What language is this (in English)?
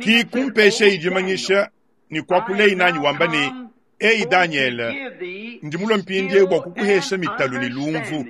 Luba-Lulua